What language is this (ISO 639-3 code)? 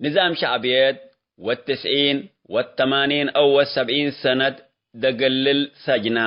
tig